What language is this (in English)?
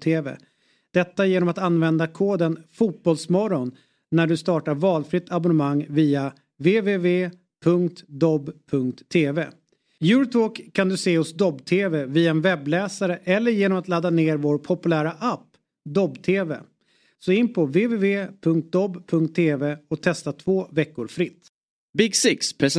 Swedish